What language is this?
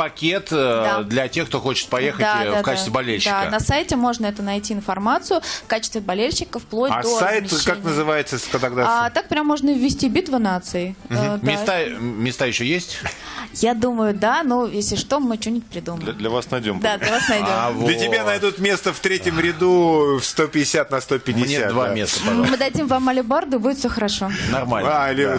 Russian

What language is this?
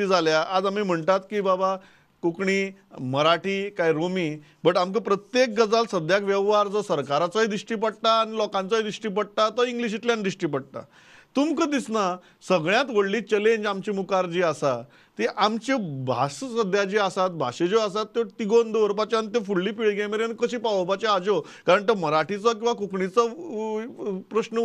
Konkani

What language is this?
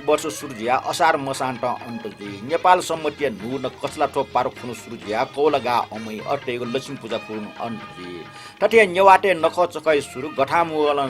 Newari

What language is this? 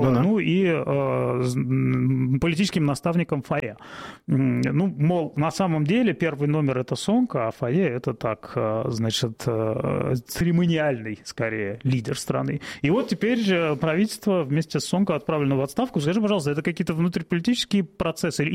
Russian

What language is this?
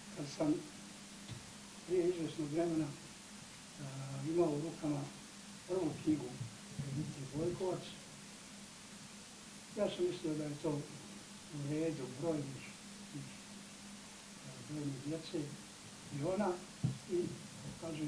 Bosnian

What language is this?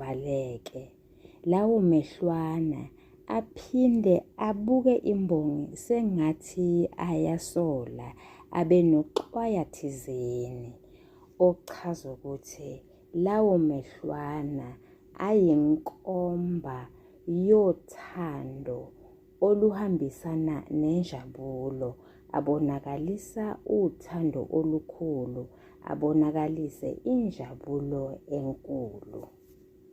Zulu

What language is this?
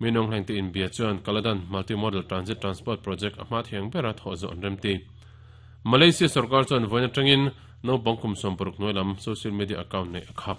Mizo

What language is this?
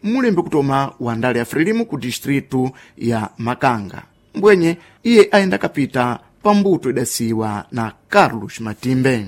Sena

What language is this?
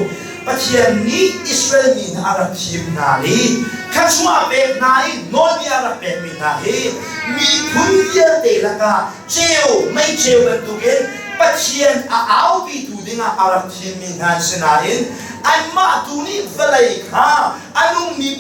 Hakha Chin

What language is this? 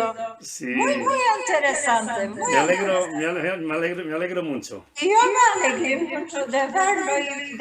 Ladino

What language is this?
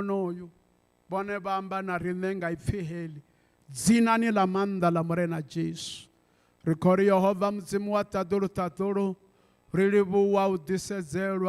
Venda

